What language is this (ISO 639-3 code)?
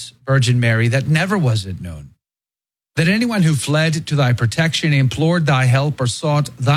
eng